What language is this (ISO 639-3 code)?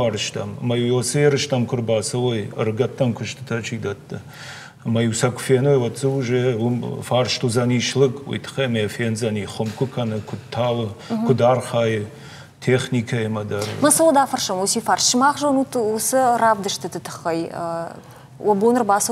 oss